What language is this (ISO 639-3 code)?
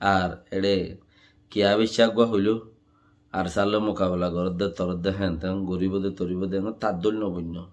rhg